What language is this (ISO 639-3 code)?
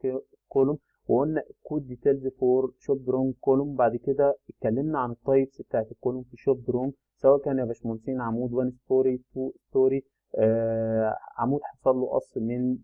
arz